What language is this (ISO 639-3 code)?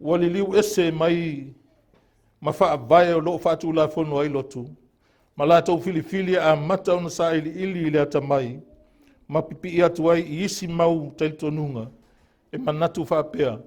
smo